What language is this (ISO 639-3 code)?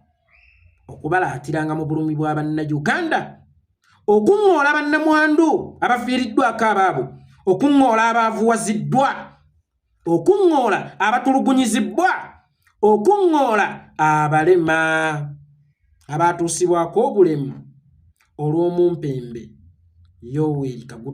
lug